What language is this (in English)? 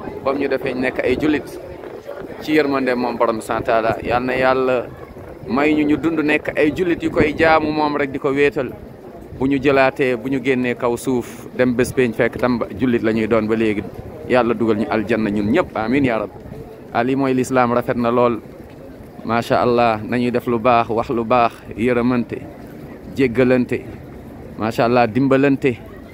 Wolof